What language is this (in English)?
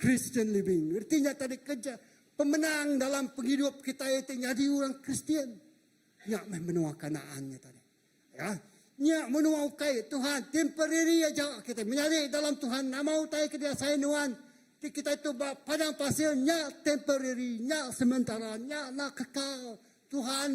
Iban